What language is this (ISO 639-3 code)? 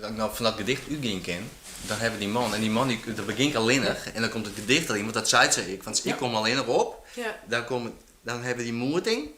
fry